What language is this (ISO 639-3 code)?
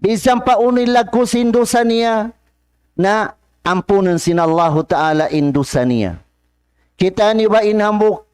tsg